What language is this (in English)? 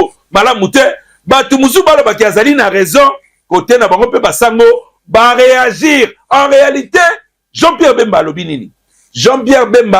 Lingala